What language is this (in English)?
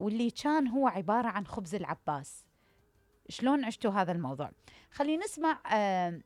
Mesopotamian Arabic